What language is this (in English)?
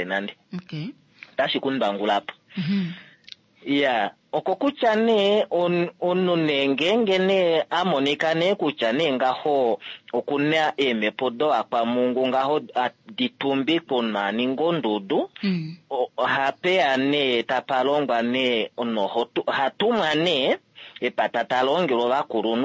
Kuanyama